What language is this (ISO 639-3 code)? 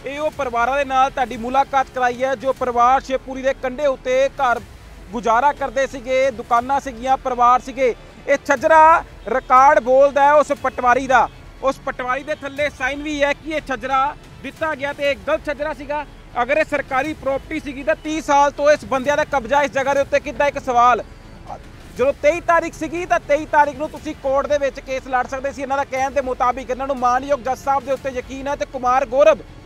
pan